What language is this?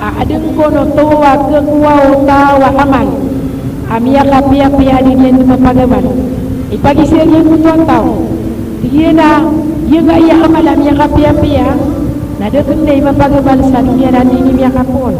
Maranao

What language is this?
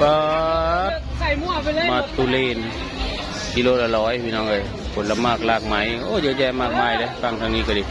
Northeastern Thai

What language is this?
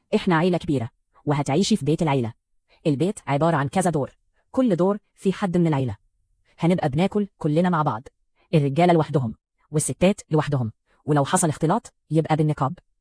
Egyptian Arabic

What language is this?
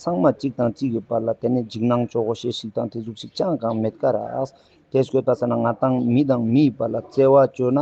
Ladakhi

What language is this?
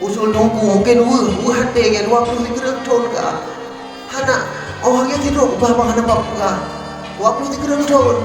Achinese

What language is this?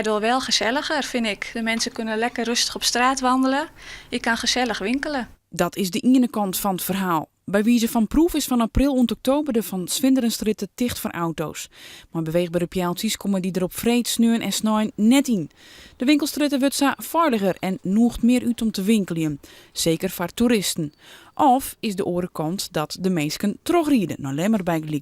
Western Frisian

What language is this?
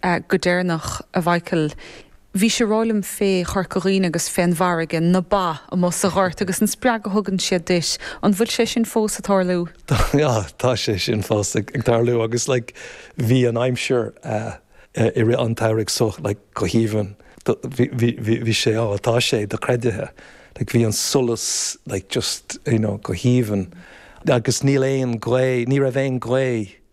Irish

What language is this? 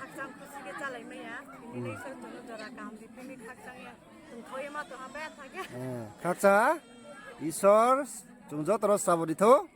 Riang (India)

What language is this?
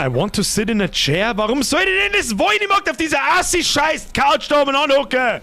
Bavarian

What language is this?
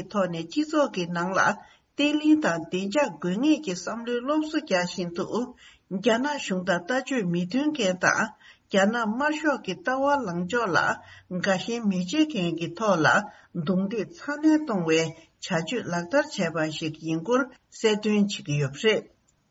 Tibetan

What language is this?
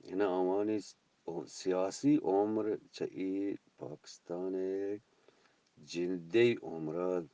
Eastern Balochi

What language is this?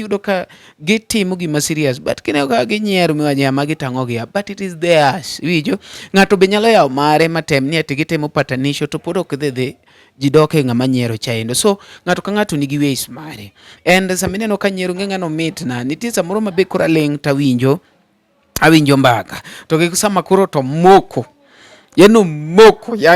Luo (Kenya and Tanzania)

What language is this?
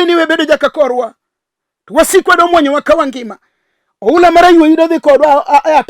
Luo (Kenya and Tanzania)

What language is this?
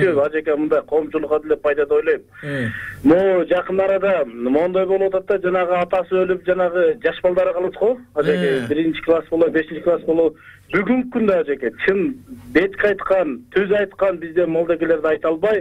Kyrgyz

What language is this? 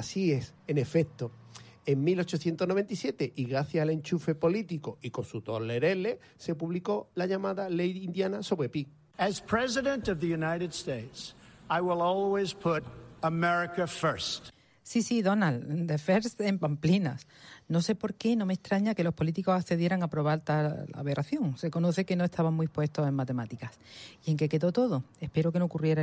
Spanish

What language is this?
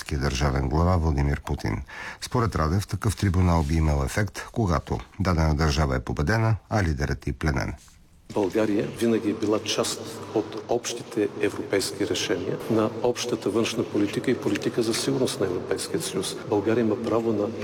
Bulgarian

